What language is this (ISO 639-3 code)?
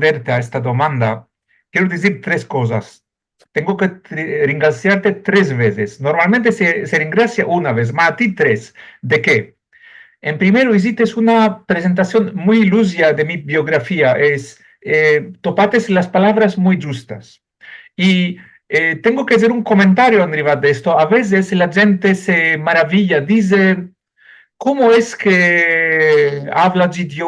lad